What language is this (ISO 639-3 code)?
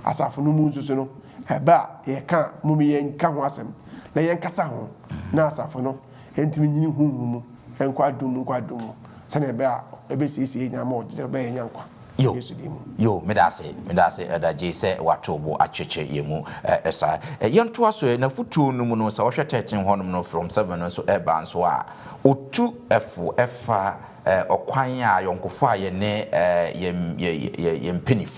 aka